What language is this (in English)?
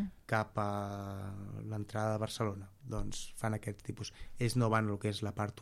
Catalan